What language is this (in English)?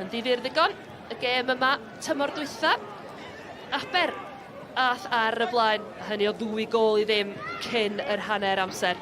Welsh